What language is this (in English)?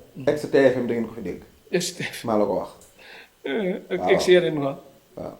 Wolof